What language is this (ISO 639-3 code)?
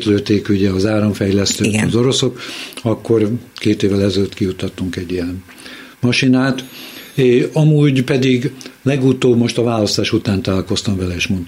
hun